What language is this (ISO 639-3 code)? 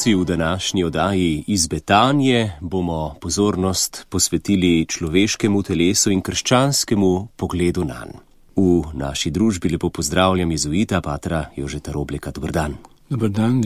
slv